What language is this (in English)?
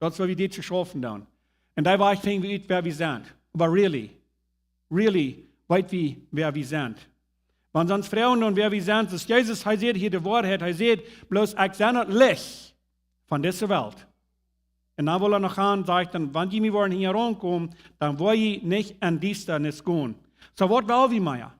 Plautdietsch